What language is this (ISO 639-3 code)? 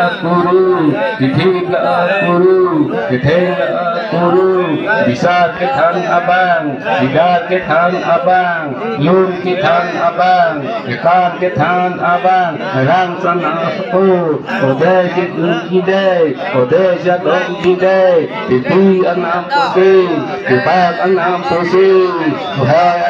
mjw